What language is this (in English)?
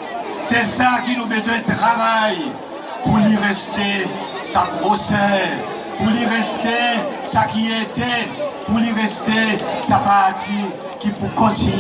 Seselwa Creole French